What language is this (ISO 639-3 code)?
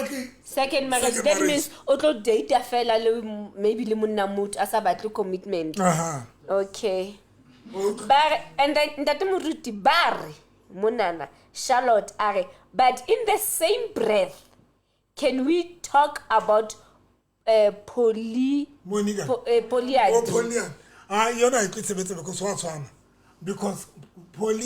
sot